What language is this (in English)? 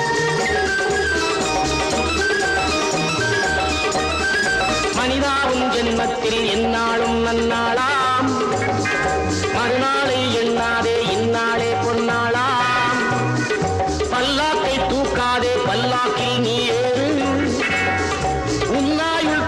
Tamil